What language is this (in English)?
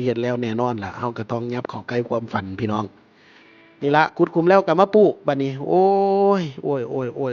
Northeastern Thai